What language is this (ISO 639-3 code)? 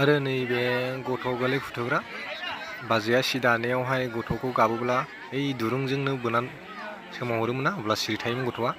brx